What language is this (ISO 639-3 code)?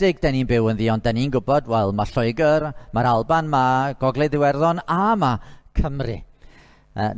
cym